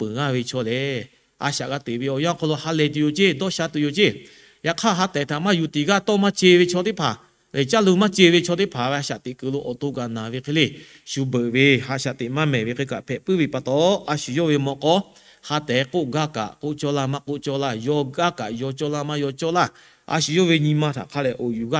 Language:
Lahu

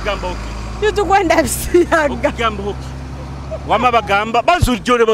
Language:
Nyoro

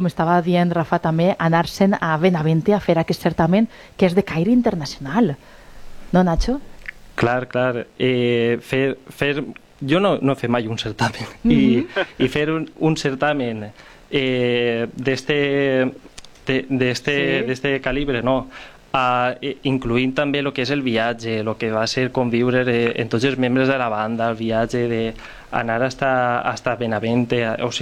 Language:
Catalan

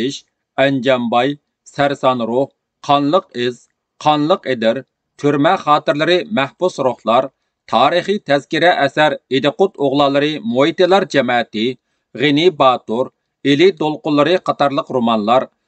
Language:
Uyghur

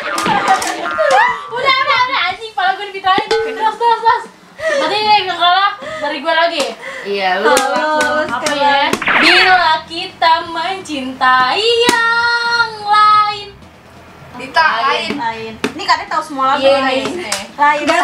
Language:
Indonesian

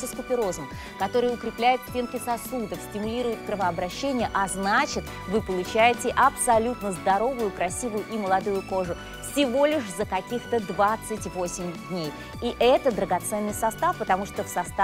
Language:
Russian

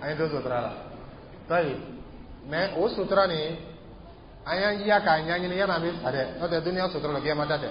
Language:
Dyula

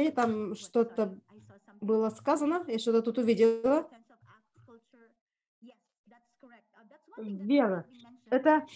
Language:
Russian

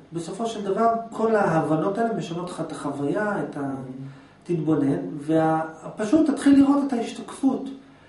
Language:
Hebrew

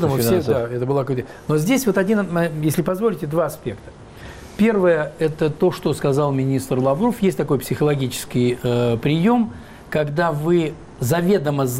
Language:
Russian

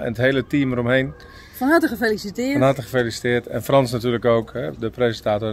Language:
Dutch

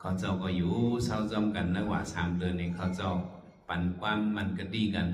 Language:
Shan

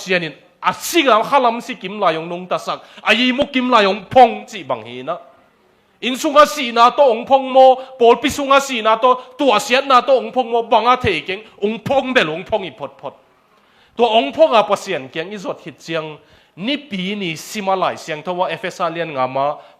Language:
Tedim Chin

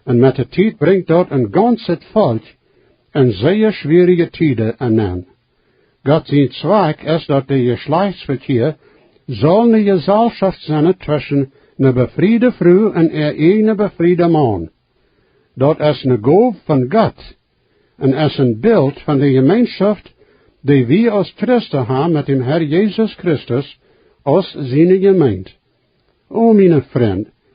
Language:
Plautdietsch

